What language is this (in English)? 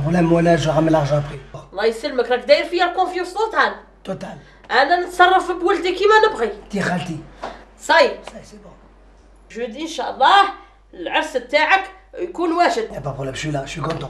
Algerian Arabic